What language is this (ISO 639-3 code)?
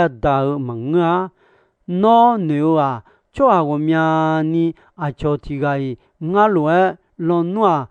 ahk